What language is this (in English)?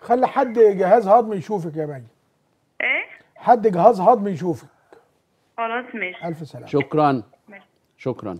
Egyptian Arabic